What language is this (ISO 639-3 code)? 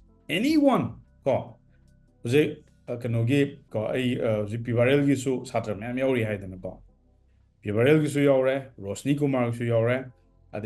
mni